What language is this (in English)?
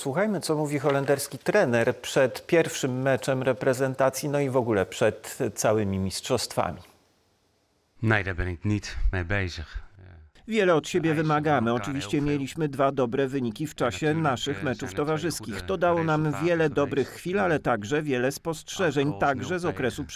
Polish